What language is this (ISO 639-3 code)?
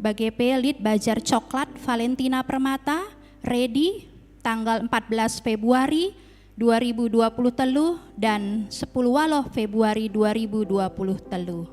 btx